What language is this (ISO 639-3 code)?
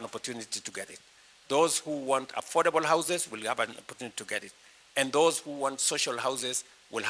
kam